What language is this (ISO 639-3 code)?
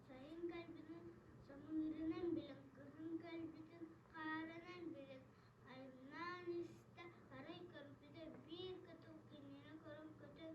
sah